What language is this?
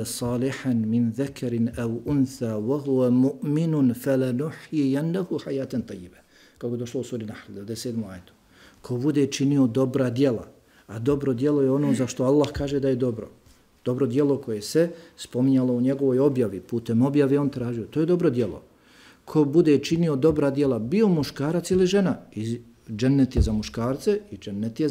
Bosnian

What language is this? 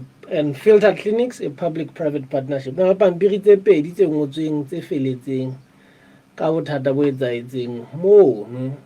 Southern Sotho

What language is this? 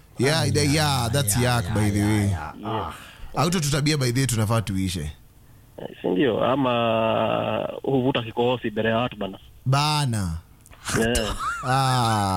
Swahili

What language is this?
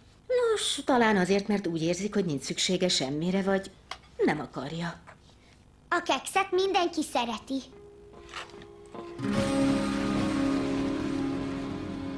Hungarian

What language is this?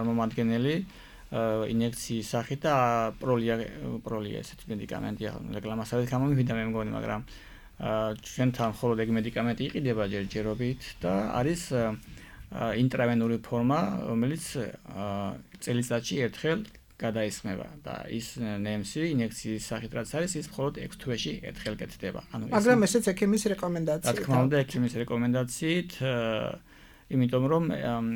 Georgian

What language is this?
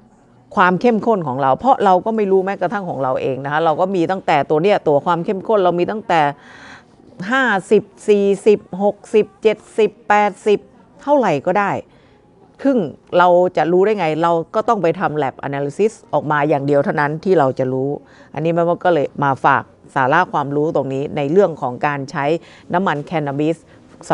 Thai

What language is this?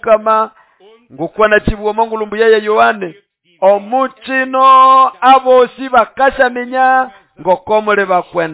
Nande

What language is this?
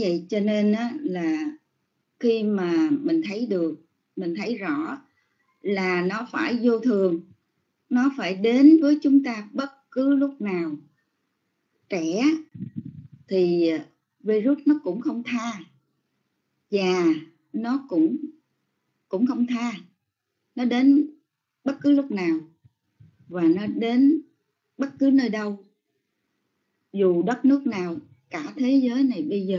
Vietnamese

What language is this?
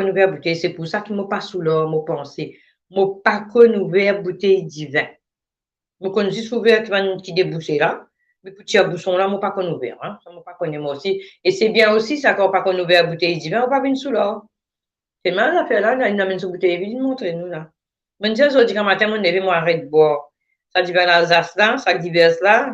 Morisyen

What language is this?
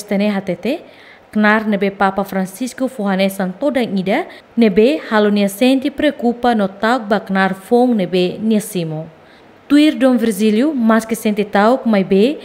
Tetum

